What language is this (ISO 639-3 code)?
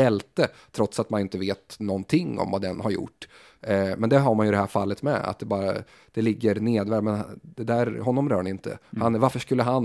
swe